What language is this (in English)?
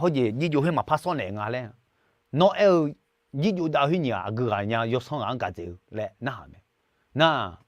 Akha